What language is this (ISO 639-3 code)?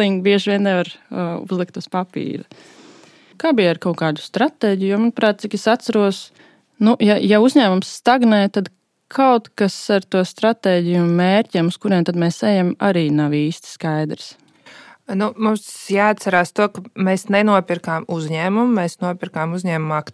lav